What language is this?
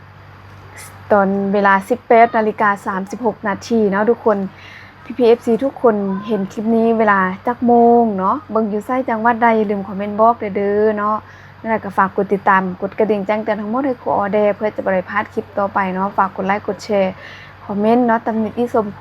Lao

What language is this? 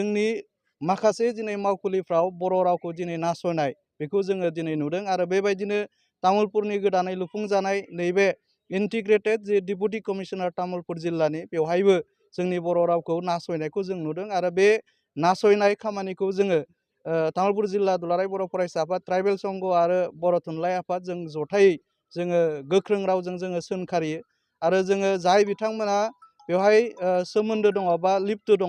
Bodo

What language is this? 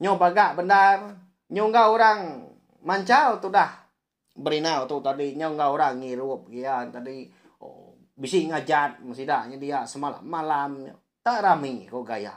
Iban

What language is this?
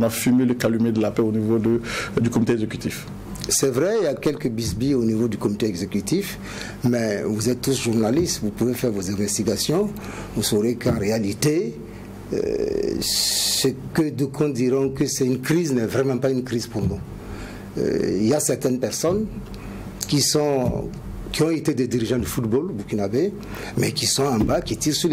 French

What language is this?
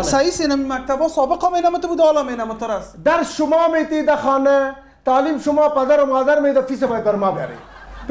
Persian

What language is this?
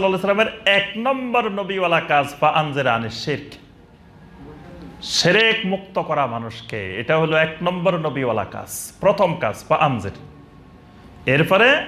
Bangla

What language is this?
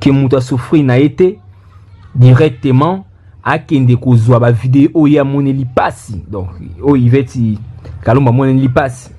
Lingala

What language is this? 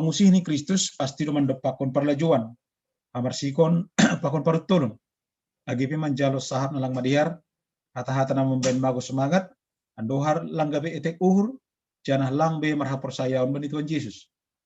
Batak Simalungun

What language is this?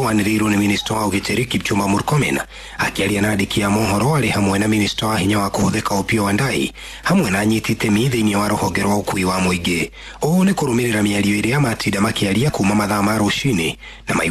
Kikuyu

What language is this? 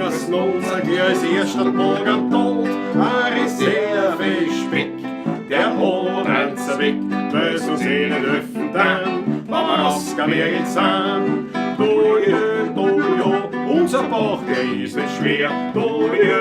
Bavarian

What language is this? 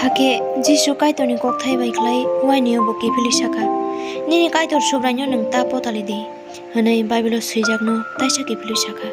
Kok Borok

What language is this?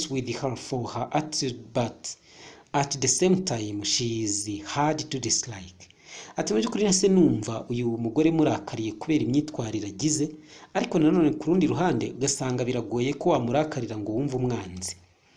Kinyarwanda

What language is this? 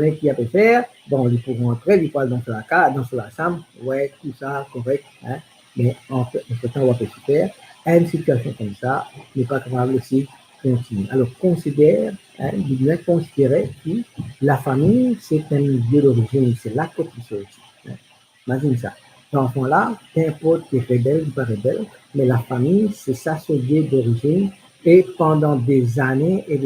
Morisyen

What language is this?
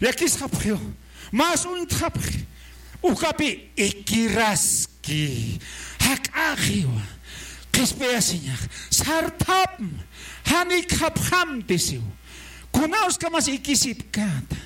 Aymara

